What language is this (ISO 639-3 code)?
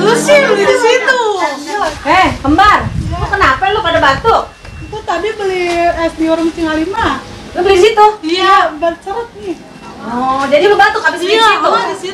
bew